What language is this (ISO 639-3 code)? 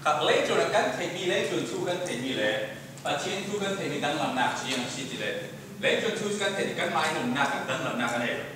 cfm